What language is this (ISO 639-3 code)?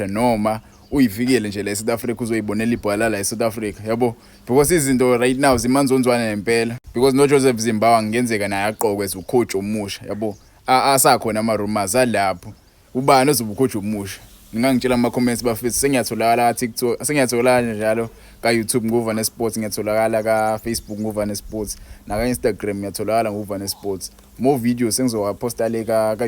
zul